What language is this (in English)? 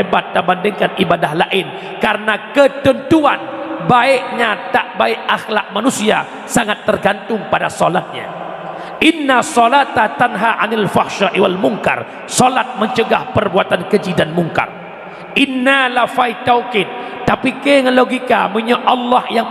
Achinese